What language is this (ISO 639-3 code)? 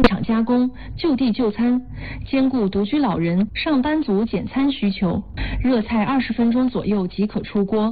zho